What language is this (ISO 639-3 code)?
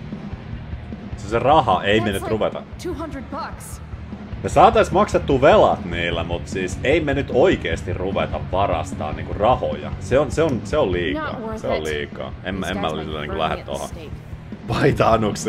fin